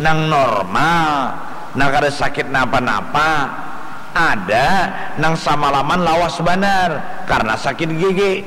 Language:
Banjar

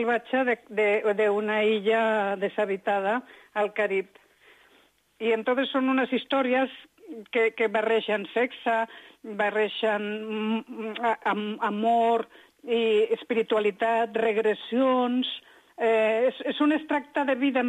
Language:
Catalan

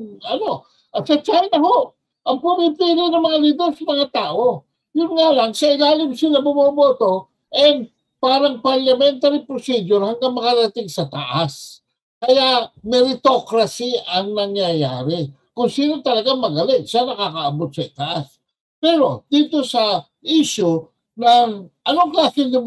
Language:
Filipino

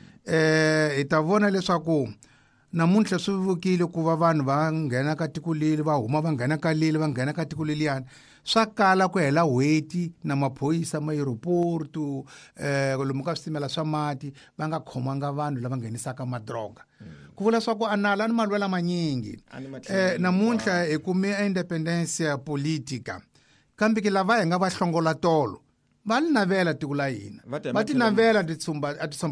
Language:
Tsonga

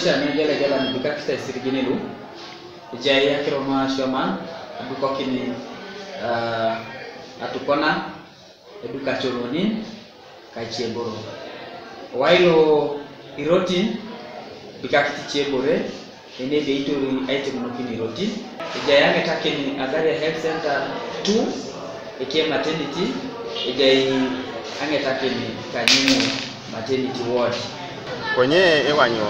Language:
Teso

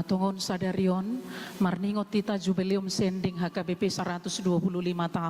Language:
Batak Toba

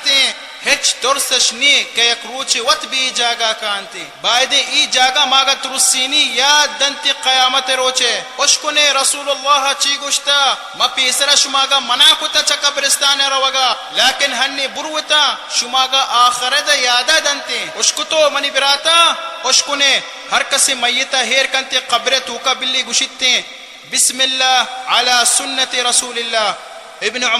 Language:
Baluchi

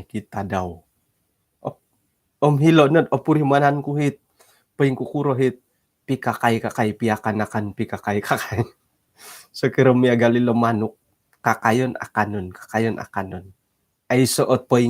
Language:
Central Dusun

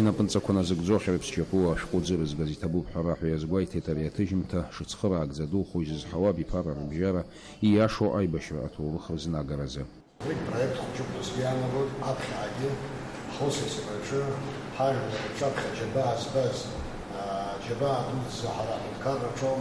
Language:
Abkhazian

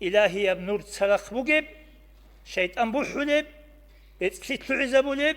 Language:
Avaric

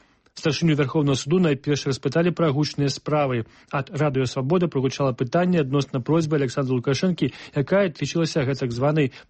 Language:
Belarusian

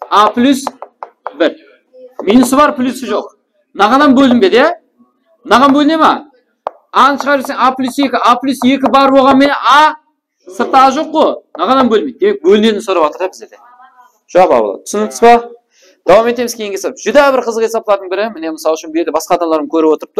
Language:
Kara-Kalpak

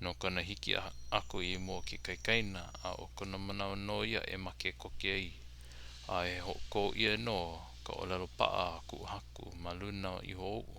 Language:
Hawaiian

